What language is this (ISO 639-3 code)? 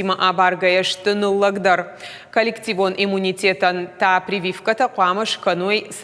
oss